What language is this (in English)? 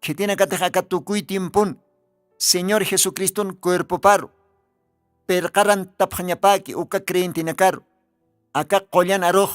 Aymara